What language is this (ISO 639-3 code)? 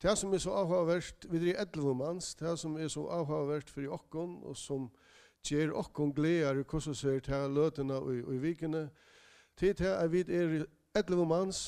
fao